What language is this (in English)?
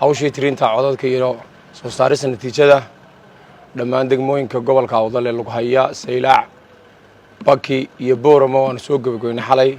Somali